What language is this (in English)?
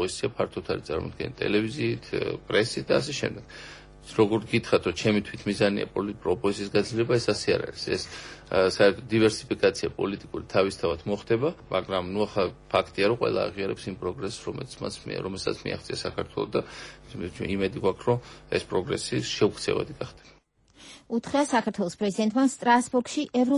Georgian